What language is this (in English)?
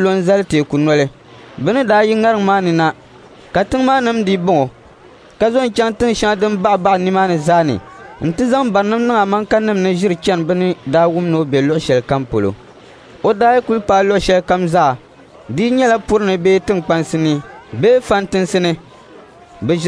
Dagbani